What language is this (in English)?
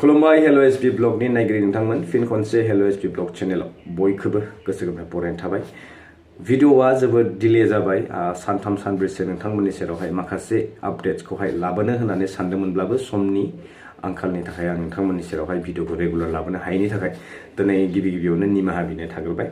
Bodo